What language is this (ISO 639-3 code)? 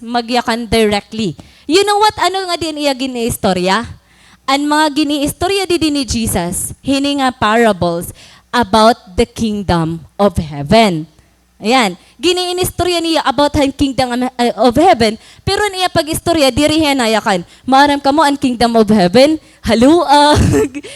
war